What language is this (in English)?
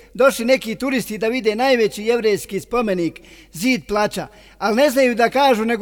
Bosnian